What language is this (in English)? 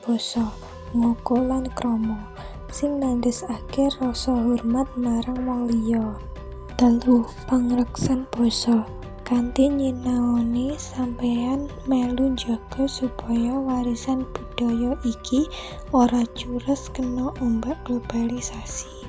Javanese